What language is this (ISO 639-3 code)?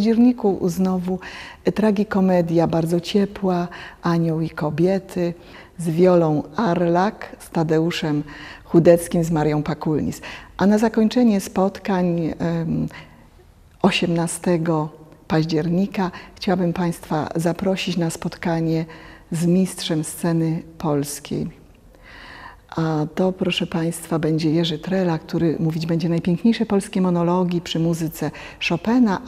pol